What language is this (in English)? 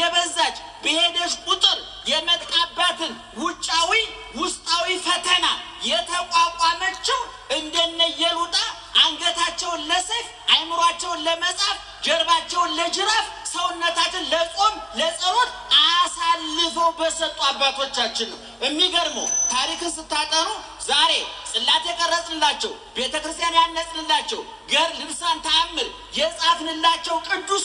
Amharic